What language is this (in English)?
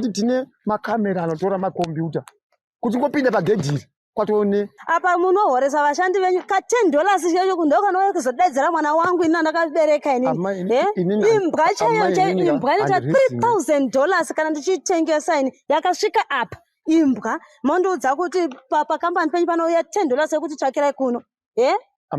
Shona